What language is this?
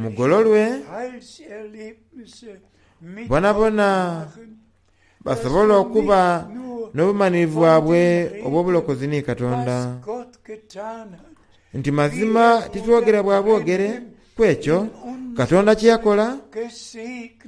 Soga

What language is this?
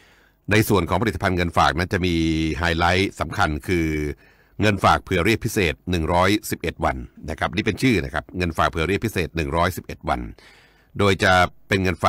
Thai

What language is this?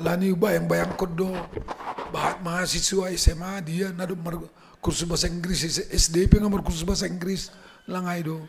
Batak Simalungun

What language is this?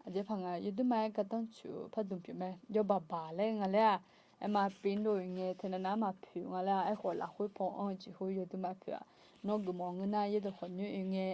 Akha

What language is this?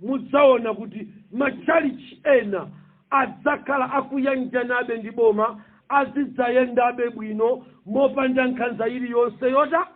Nyanja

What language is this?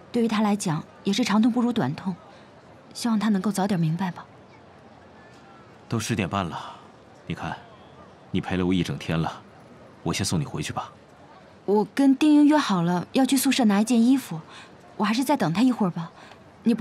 Chinese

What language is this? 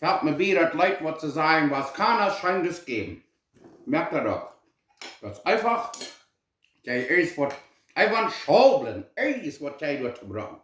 Plautdietsch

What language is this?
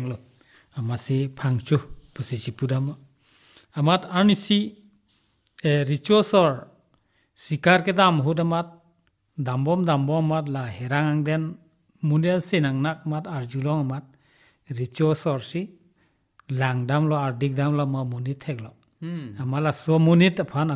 Karbi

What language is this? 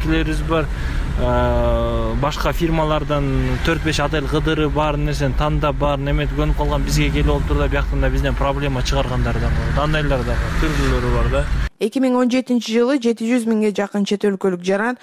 Kyrgyz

